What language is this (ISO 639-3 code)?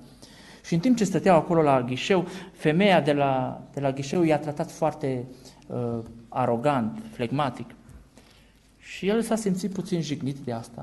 ron